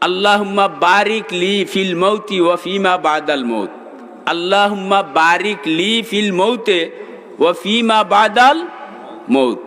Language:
Sylheti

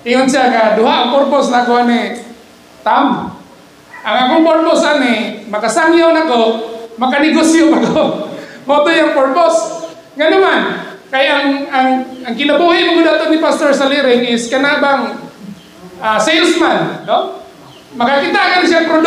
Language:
Cebuano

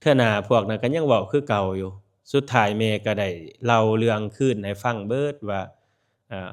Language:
Lao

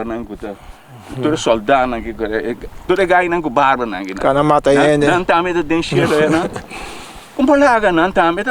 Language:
Papiamento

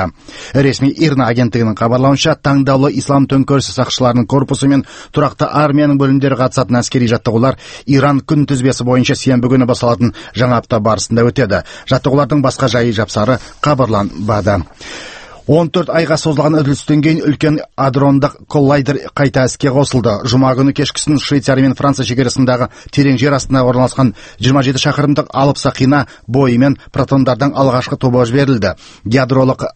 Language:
Kazakh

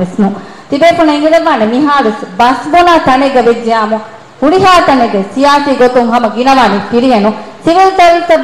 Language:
Divehi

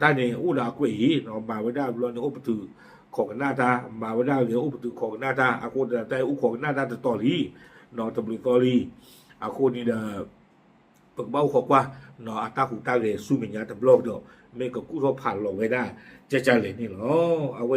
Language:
S'gaw Karen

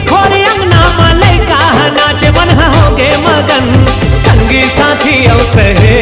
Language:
Chhattisgarhi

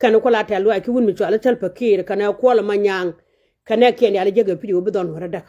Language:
Nuer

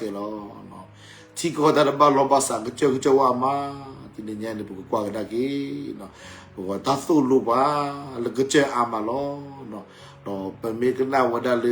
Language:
S'gaw Karen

